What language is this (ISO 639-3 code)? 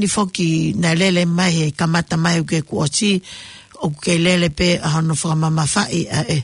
ton